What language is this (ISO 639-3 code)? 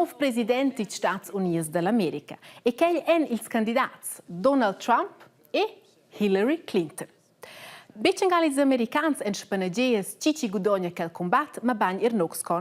roh